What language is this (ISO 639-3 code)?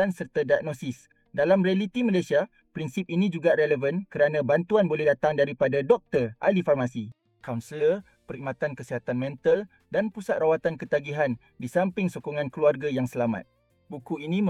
msa